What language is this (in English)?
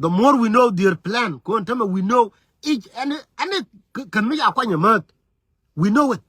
Nuer